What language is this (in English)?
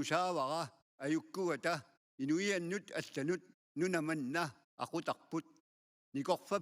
Kalaallisut